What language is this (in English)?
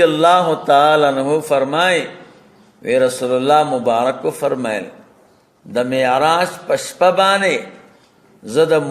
Pashto